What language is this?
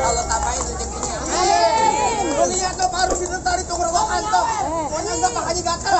Betawi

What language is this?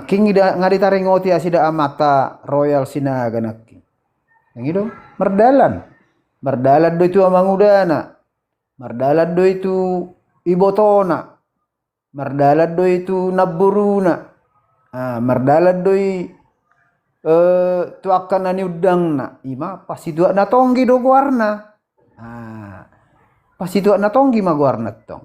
Batak Toba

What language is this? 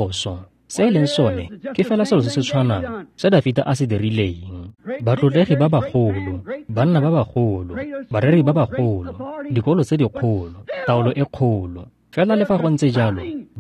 Tswana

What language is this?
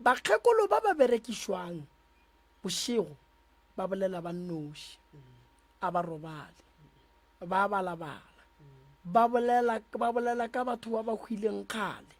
Northern Sotho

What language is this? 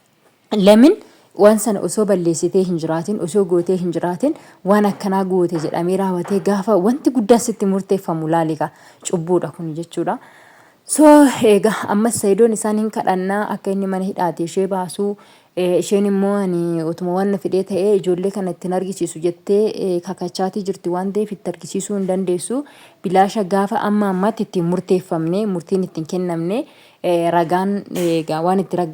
Oromo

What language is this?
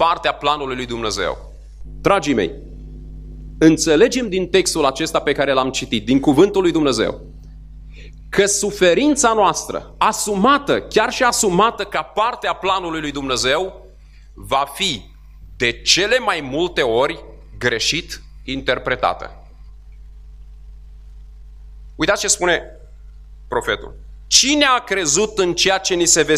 Romanian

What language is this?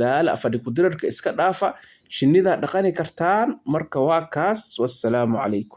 Somali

